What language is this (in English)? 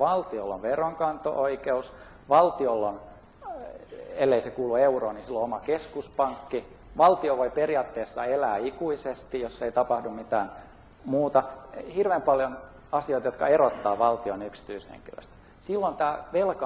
Finnish